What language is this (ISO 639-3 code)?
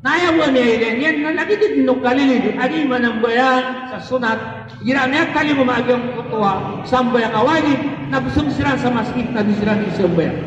mrw